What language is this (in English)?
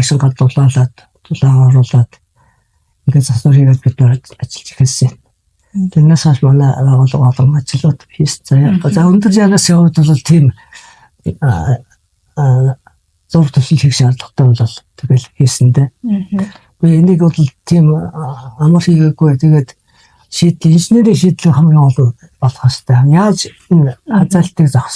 Mongolian